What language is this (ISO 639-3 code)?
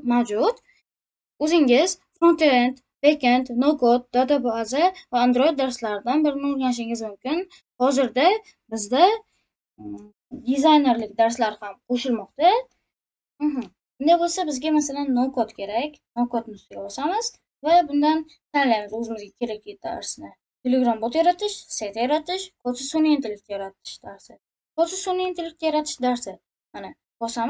uzb